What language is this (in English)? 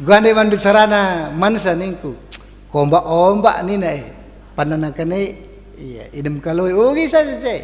Batak Karo